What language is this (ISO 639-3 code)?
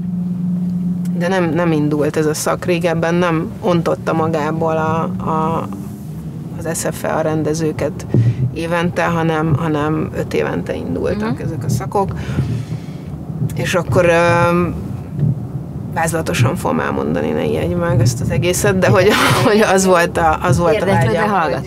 hun